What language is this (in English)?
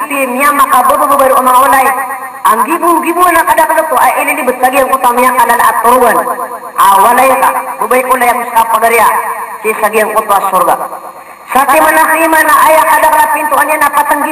Maranao